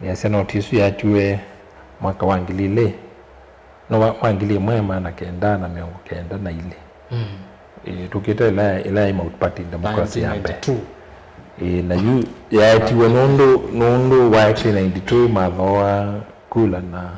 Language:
Kamba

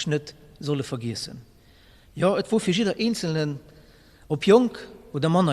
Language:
Luxembourgish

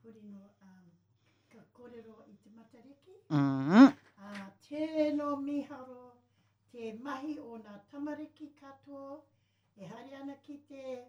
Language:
Māori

